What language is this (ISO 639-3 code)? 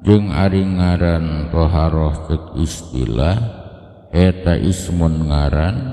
sun